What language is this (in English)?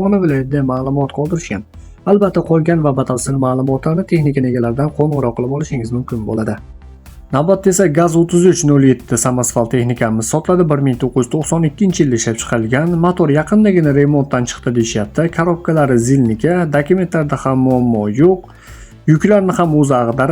Uzbek